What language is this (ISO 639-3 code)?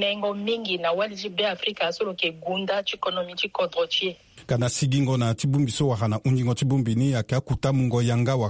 sag